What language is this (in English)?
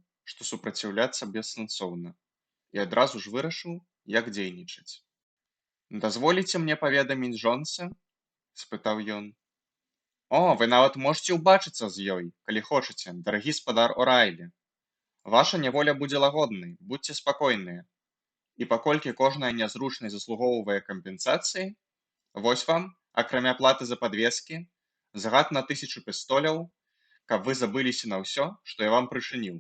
Belarusian